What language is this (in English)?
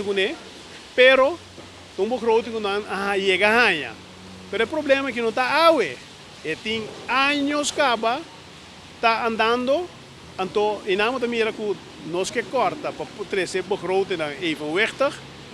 Papiamento